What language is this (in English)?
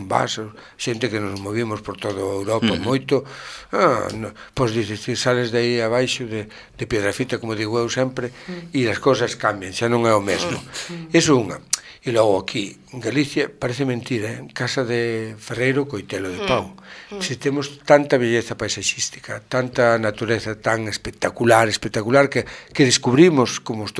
Galician